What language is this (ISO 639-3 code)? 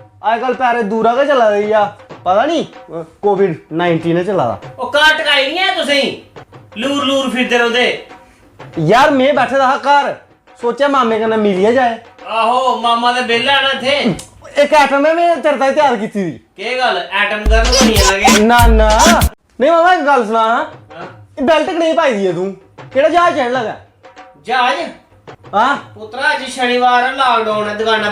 doi